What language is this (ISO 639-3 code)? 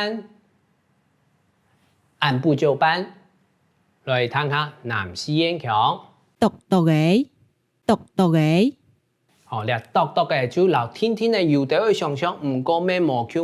hak